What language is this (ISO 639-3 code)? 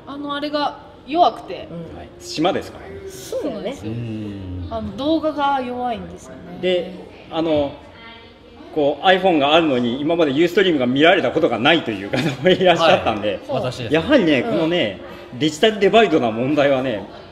jpn